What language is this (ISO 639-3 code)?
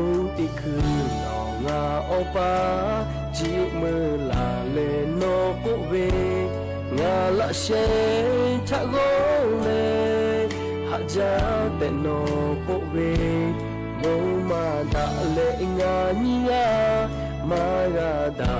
lhu